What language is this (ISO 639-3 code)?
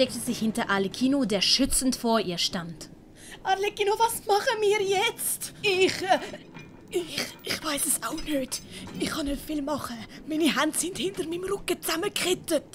gsw